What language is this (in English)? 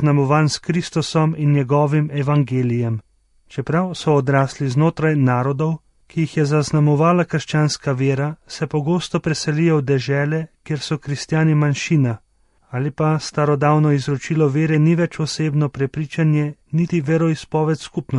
Slovenian